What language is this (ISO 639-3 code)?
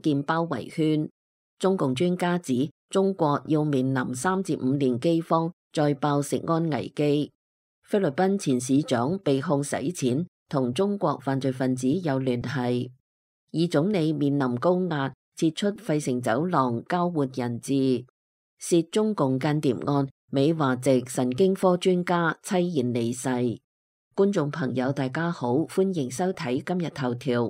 yue